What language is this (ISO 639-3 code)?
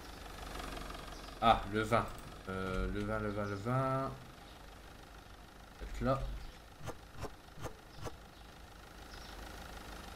fra